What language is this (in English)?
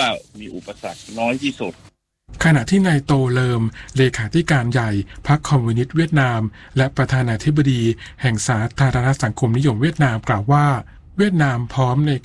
Thai